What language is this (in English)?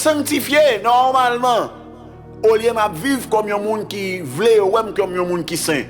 Haitian Creole